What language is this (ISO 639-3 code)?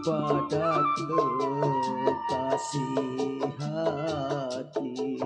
bew